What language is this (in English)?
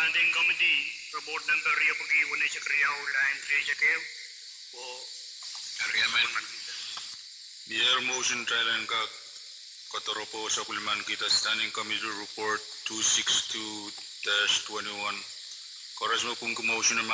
Pohnpeian